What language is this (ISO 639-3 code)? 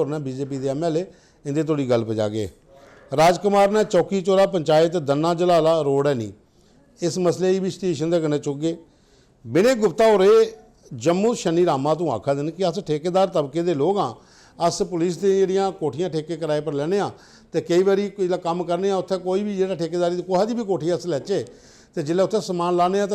doi